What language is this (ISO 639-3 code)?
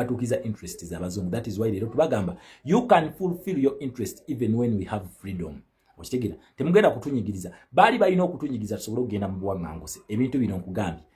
lug